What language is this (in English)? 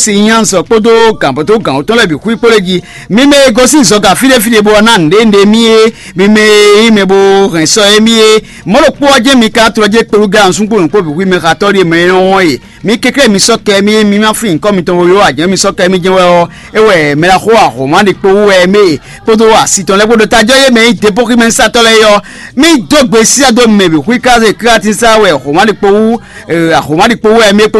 Fon